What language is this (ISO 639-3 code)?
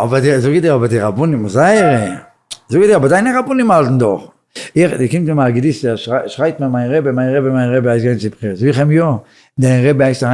yid